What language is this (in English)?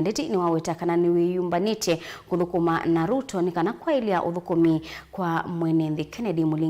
Kamba